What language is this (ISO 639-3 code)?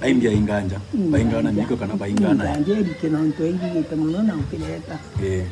mer